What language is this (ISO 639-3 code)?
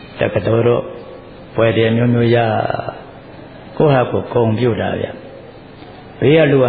mya